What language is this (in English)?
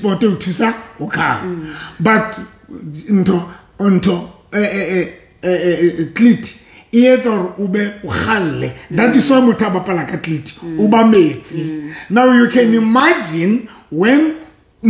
Southern Sotho